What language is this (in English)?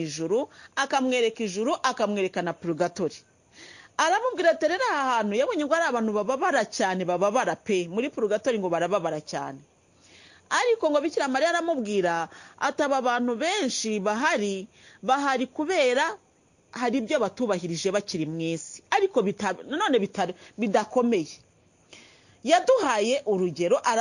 Kinyarwanda